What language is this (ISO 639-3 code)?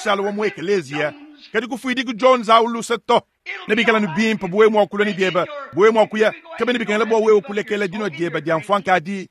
lua